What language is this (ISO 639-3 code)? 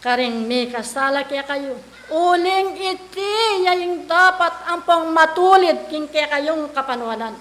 pam